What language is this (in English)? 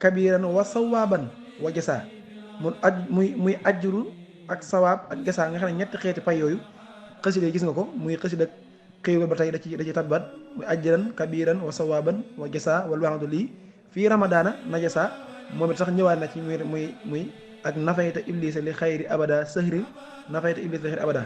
Wolof